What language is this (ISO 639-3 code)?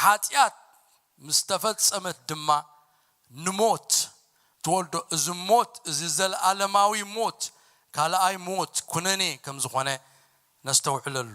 tir